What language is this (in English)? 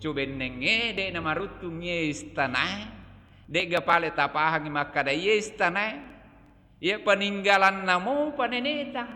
Buginese